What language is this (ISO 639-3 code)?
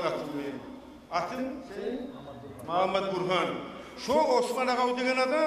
kum